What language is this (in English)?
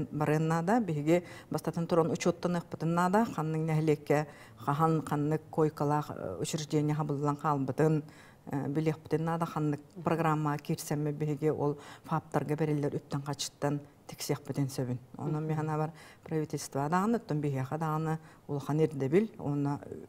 Yakut